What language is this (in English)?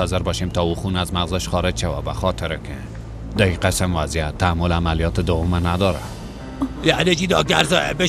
Persian